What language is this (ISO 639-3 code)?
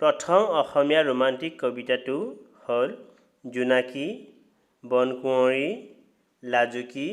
asm